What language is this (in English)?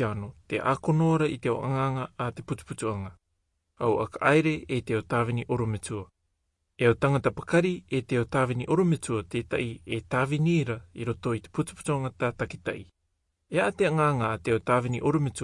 Rarotongan